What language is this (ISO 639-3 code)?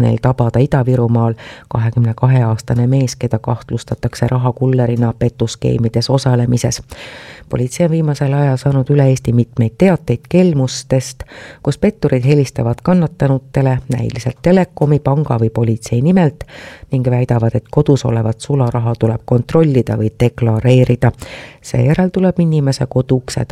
est